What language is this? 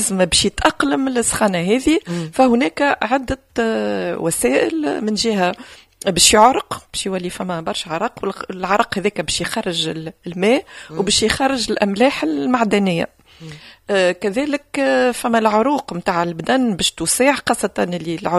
Tunisian Arabic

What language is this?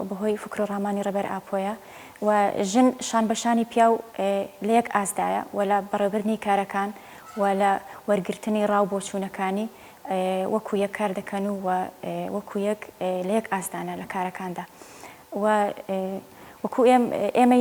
Central Kurdish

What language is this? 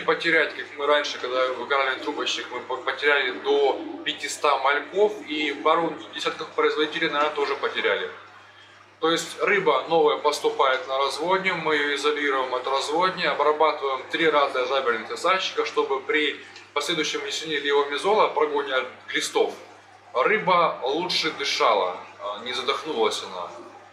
Russian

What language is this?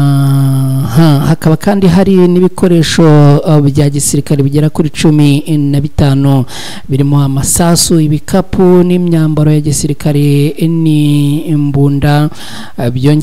Kinyarwanda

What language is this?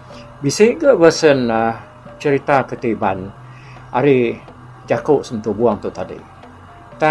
Iban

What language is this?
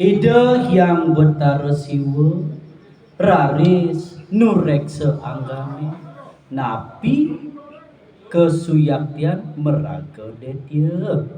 Balinese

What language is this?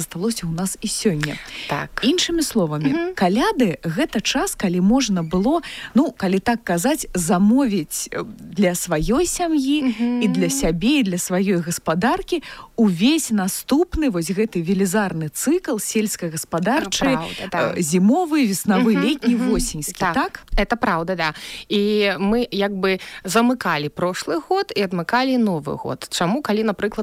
Belarusian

